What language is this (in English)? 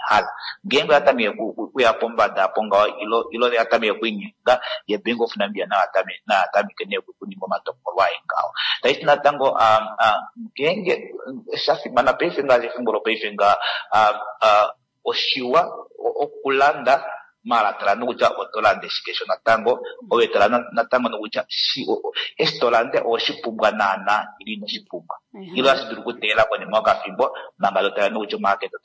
Kuanyama